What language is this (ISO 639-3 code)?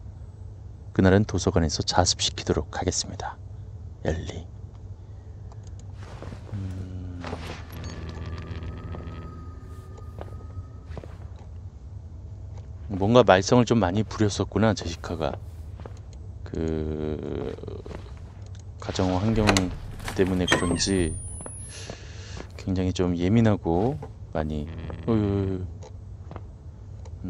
kor